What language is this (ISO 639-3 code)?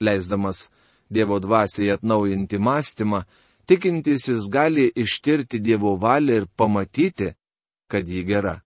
lit